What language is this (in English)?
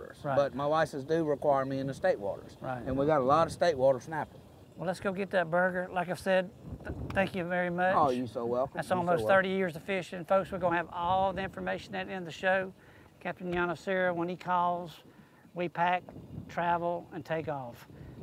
English